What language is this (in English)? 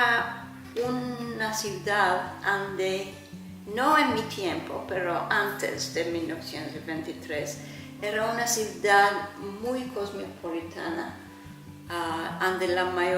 Ladino